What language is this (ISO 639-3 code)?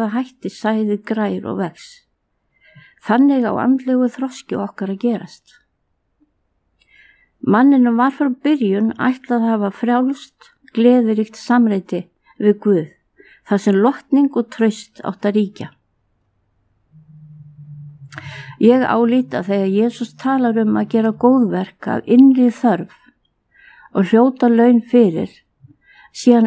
isl